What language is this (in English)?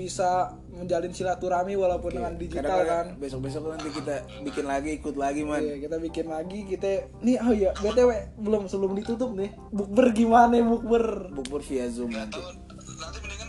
Indonesian